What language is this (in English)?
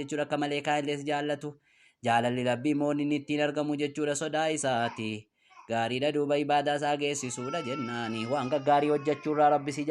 Oromo